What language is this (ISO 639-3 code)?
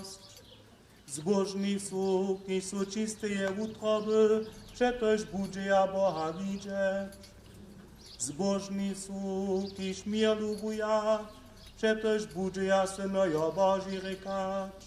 hsb